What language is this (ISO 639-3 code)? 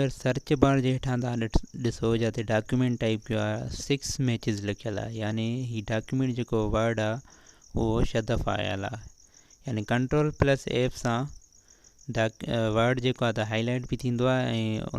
snd